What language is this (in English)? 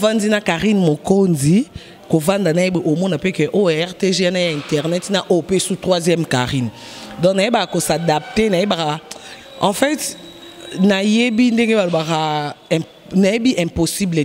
Lingala